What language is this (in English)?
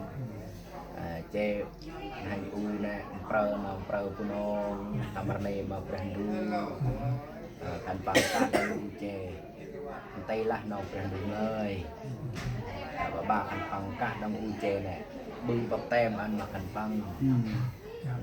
Central Mnong